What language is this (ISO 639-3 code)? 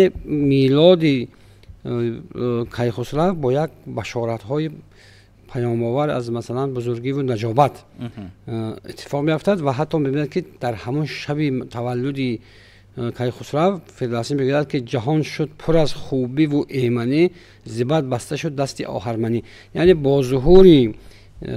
tgk